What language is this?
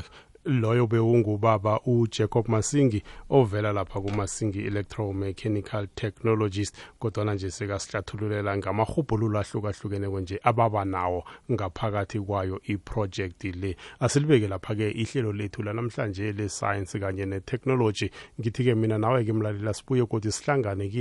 South Ndebele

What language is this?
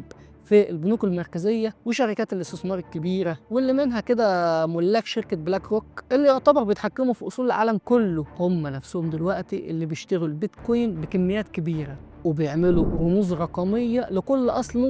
Egyptian Arabic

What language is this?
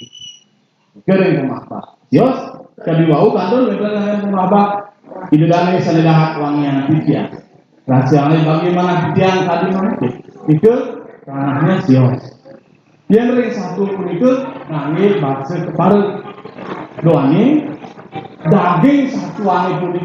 Balinese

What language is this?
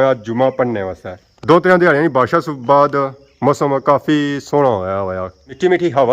Pahari-Potwari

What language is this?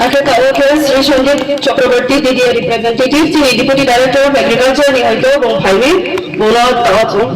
Riang (India)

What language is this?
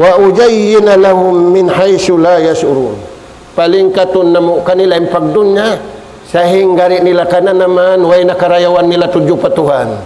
Tausug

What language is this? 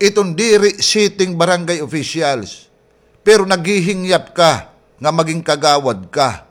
Waray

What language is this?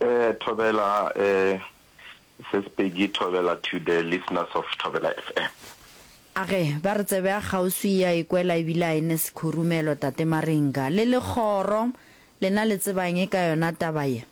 Northern Sotho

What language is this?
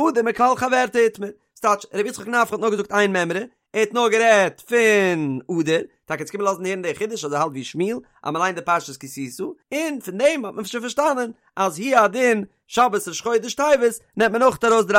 Yiddish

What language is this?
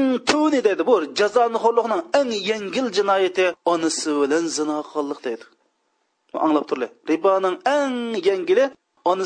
Uyghur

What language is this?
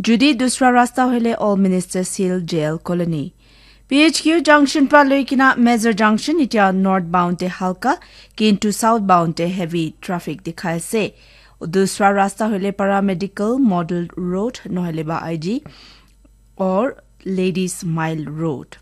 Naga Pidgin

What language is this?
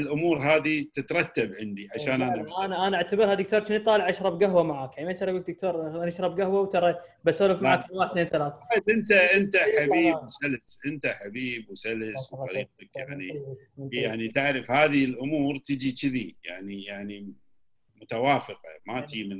Gulf Arabic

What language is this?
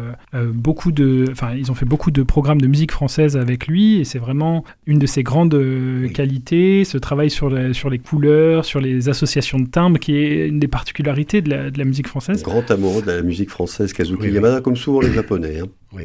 French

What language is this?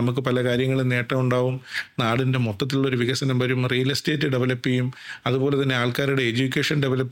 Malayalam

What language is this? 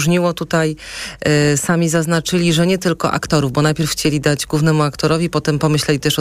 Polish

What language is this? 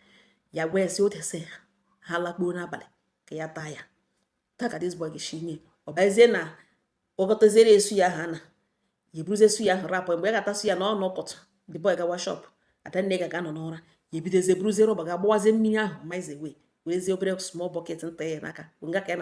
Igbo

